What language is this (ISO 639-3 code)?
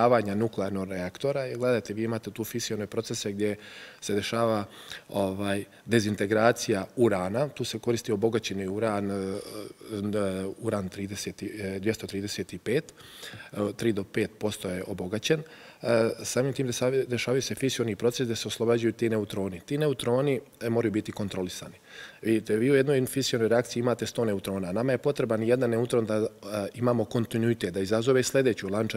bos